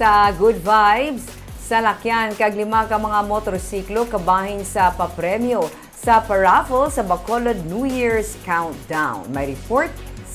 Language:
Hiligaynon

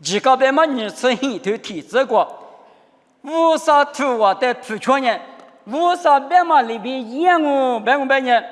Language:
Lisu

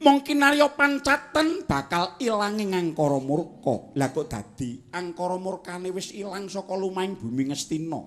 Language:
Javanese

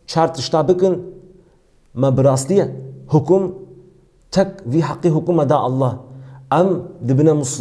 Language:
Kurdish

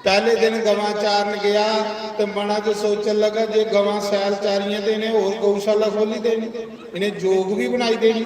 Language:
Dogri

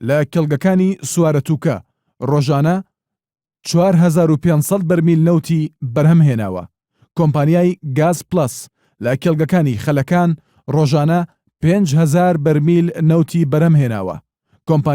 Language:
Central Kurdish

